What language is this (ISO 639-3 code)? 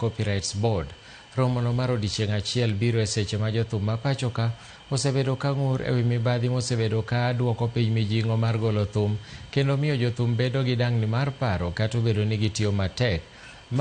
luo